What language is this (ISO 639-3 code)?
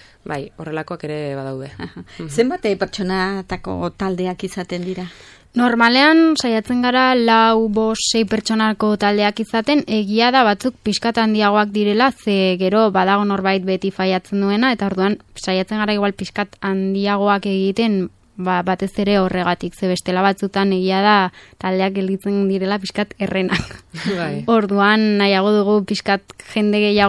eus